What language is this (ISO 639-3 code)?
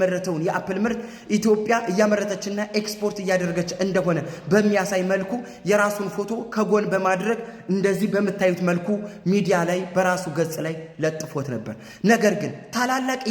amh